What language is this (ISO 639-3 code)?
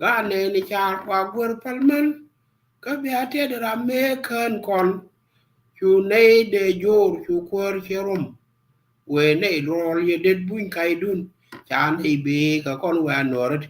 nus